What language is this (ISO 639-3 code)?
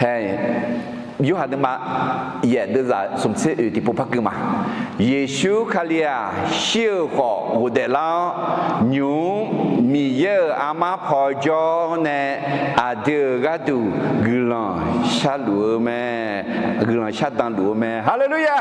ahk